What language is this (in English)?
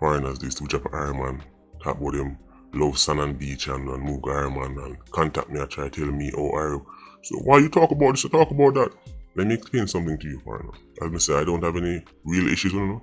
Jamaican Creole English